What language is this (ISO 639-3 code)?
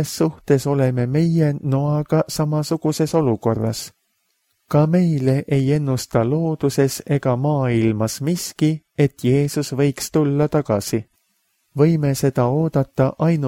est